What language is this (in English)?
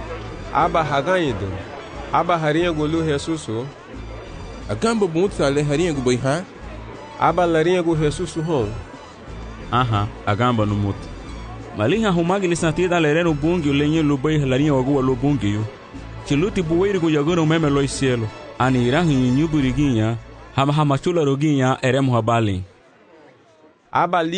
Garifuna